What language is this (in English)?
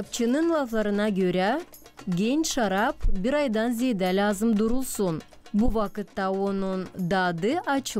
Gagauz